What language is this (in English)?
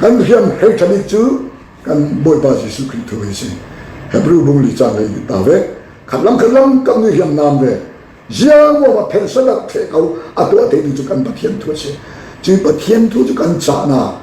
Falam Chin